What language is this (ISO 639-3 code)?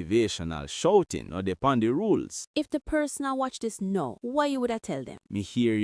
jam